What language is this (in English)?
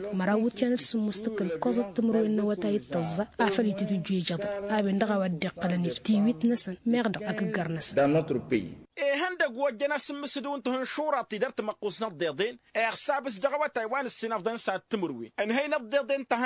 Tamasheq